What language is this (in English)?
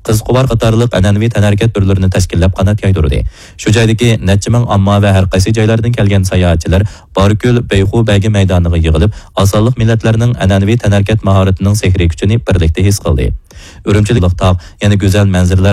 Uyghur